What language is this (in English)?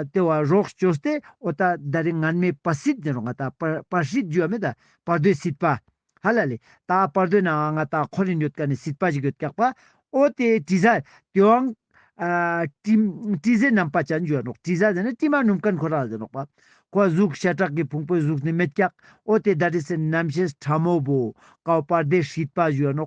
Ladakhi